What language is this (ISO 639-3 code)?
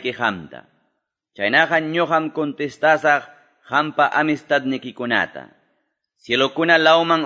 que